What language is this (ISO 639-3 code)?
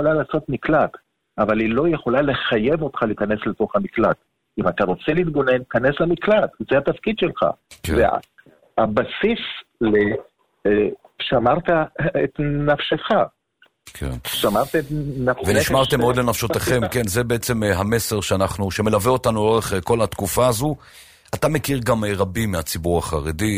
heb